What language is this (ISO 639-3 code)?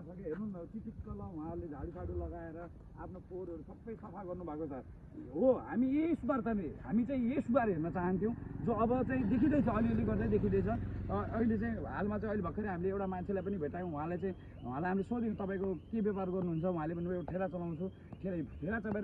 nep